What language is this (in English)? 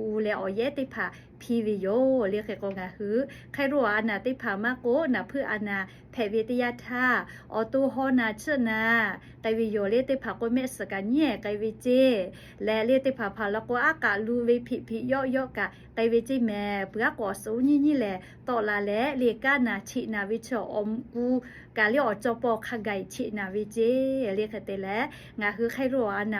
Lahu